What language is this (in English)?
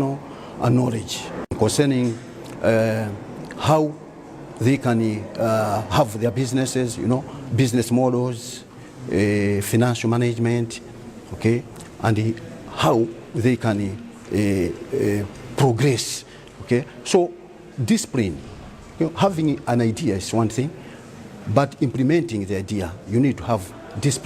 English